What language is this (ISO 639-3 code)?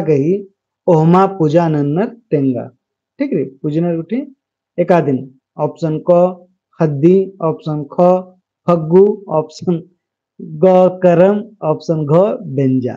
kru